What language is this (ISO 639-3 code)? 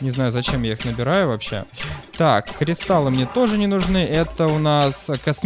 rus